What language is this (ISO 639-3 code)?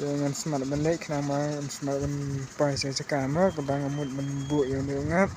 kha